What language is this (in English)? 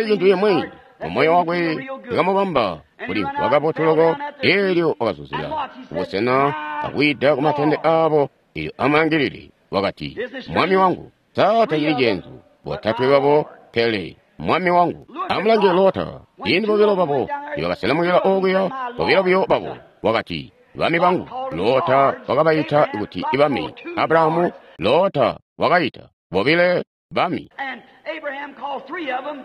Tonga (Zambia)